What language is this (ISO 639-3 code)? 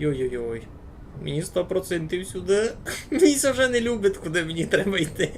rue